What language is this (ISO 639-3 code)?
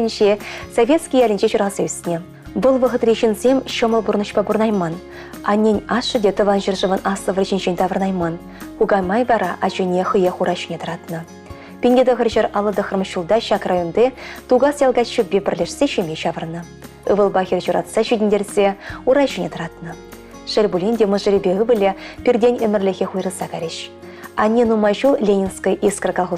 chv